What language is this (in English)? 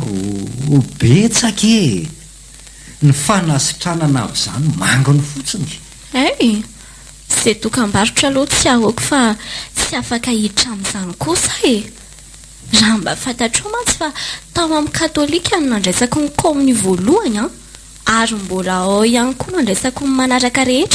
Malagasy